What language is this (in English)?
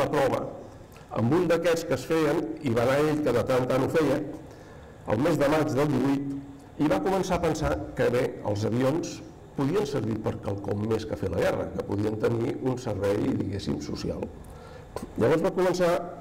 Catalan